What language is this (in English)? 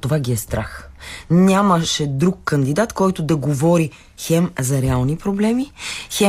Bulgarian